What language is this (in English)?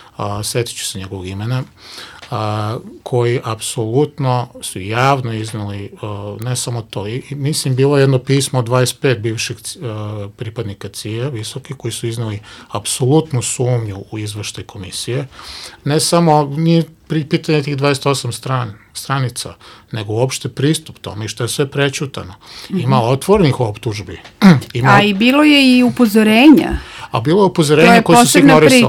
Serbian